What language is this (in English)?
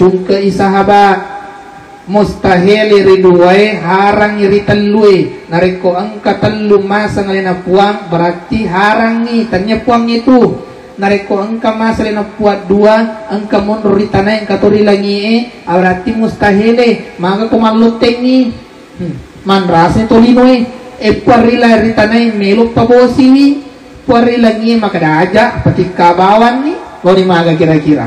Buginese